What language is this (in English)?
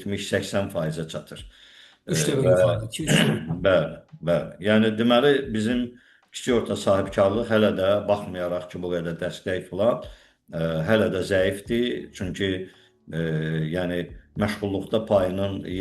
Azerbaijani